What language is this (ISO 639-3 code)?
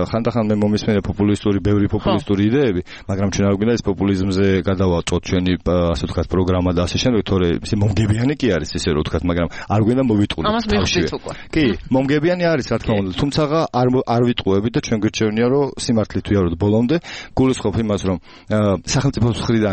kat